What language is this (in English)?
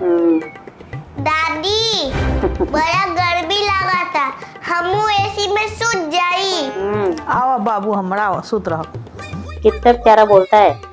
Chhattisgarhi